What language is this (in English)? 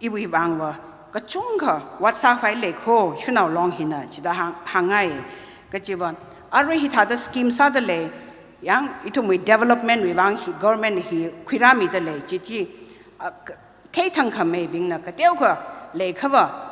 Tangkhul Naga (India)